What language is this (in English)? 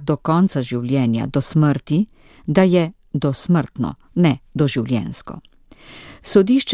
Slovenian